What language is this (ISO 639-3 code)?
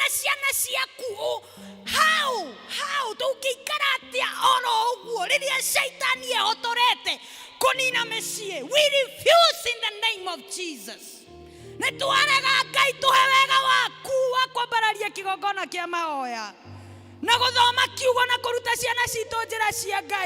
kik